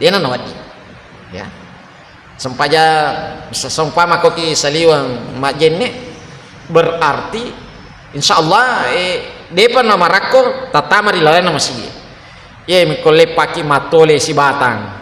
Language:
Buginese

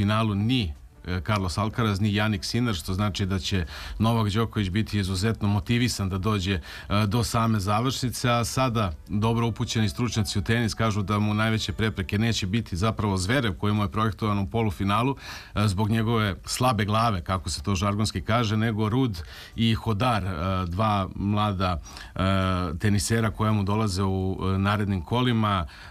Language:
Serbian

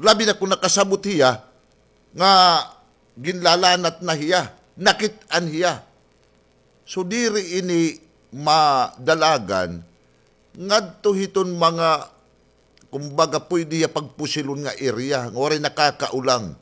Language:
Waray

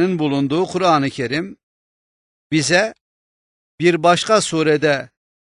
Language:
Turkish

